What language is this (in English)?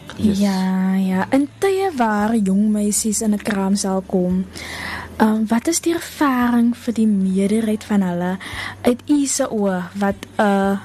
Afrikaans